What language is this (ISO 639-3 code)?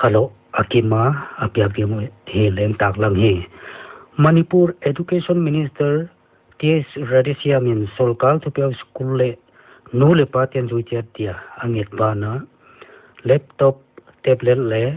pck